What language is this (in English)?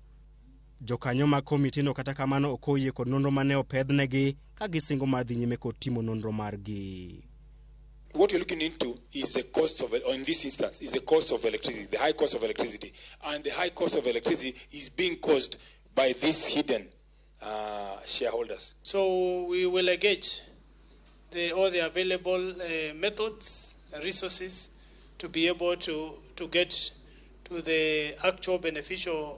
Luo (Kenya and Tanzania)